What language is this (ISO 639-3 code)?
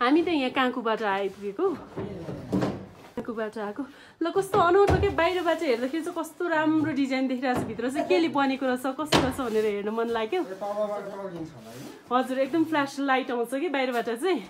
nep